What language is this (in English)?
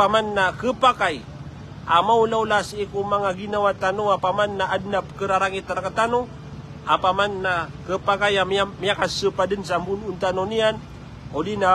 Maranao